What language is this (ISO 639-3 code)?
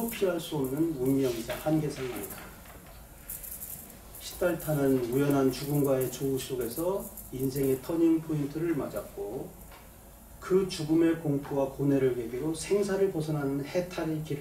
kor